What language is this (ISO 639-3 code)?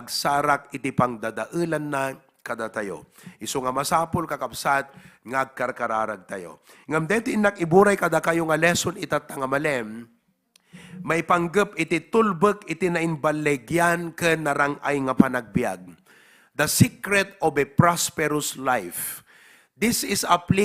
ilo